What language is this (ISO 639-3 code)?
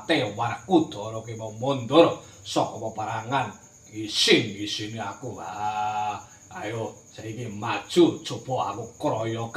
jav